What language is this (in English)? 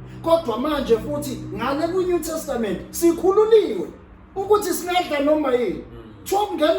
Zulu